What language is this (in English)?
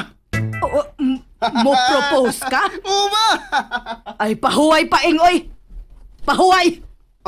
Cebuano